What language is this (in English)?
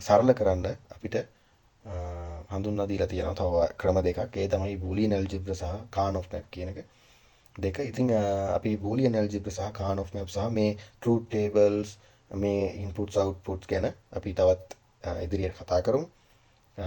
Sinhala